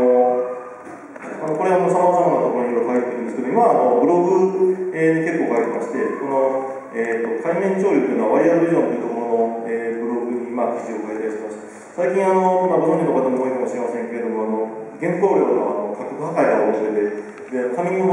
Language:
Japanese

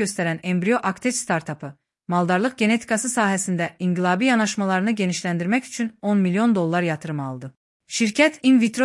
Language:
Azerbaijani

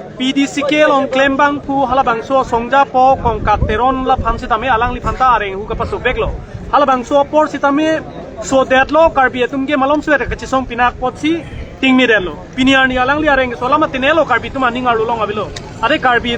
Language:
Karbi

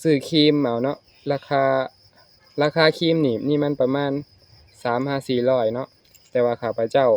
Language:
Lao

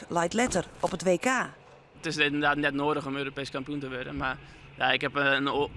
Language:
Western Frisian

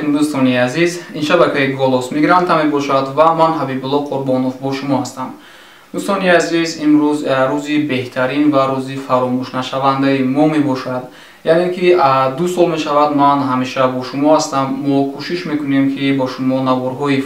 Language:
Tajik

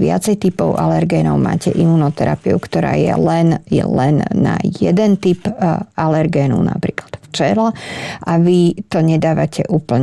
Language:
Slovak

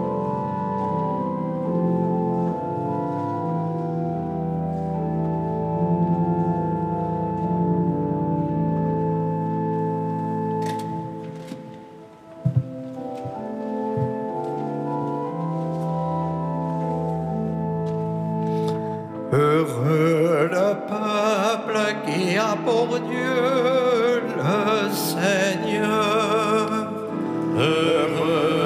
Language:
French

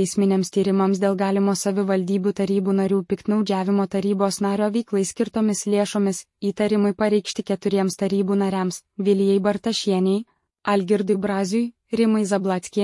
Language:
Lithuanian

